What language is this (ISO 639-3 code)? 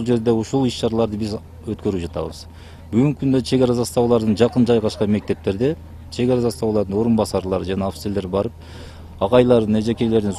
kir